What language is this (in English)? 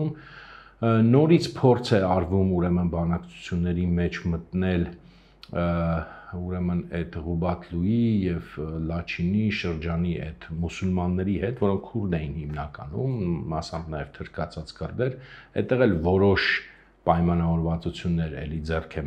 Armenian